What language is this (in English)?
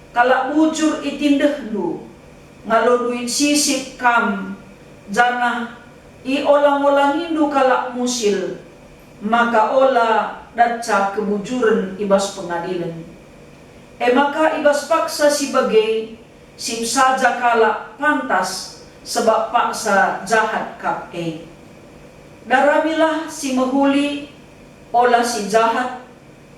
Batak Karo